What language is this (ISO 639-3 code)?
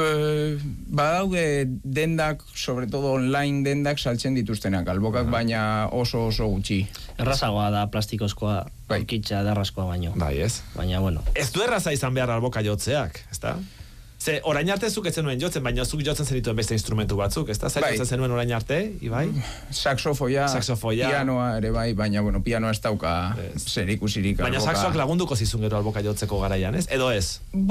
eus